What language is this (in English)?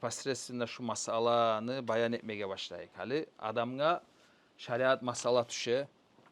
Kumyk